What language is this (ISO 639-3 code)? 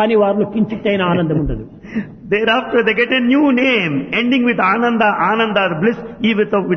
tel